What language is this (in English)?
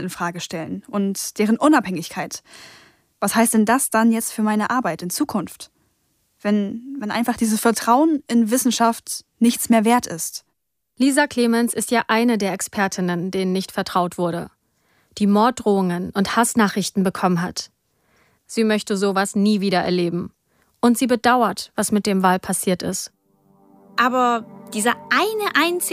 German